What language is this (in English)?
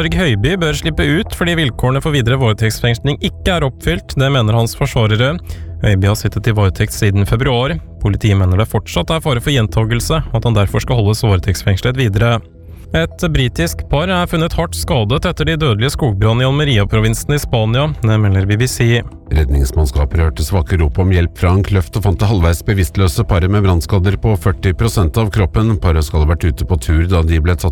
Norwegian